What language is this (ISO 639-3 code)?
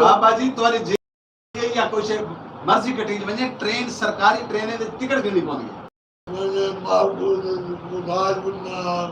skr